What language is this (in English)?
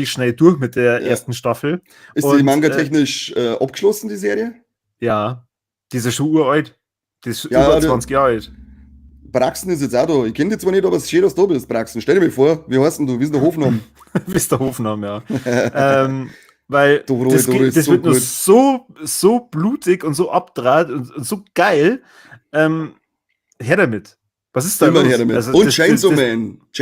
Bavarian